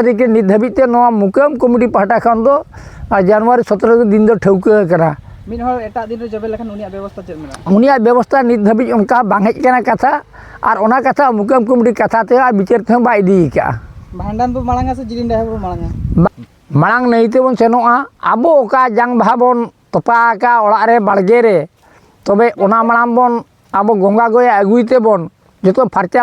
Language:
Santali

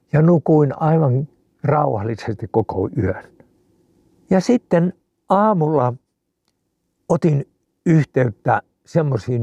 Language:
Finnish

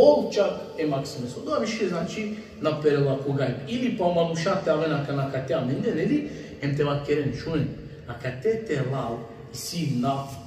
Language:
Balkan Romani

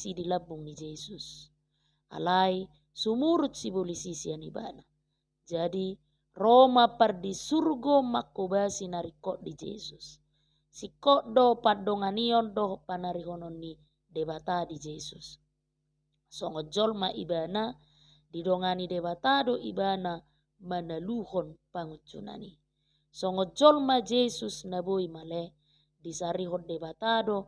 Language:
Batak Toba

